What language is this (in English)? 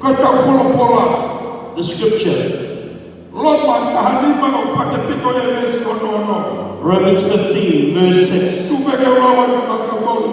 Tongan